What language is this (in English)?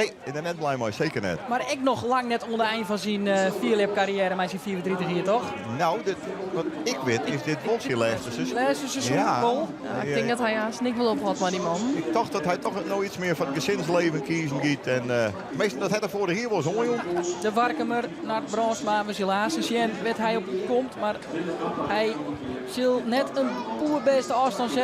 Western Frisian